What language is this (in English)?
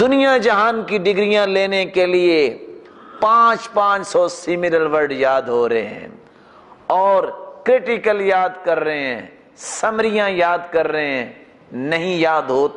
Urdu